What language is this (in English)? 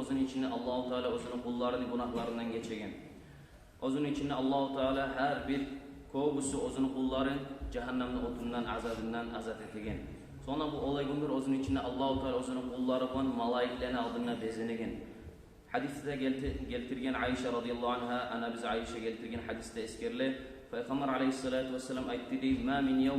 Kumyk